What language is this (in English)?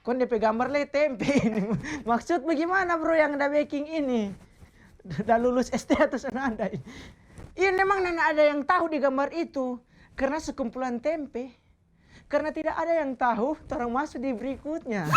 Manado Malay